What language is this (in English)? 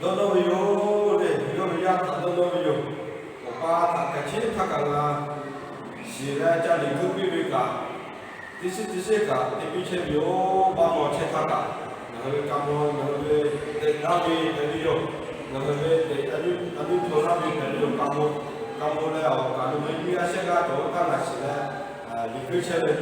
Lahu